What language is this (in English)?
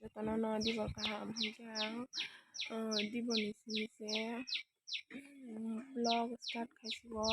Kok Borok